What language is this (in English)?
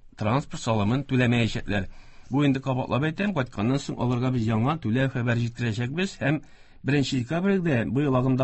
Tatar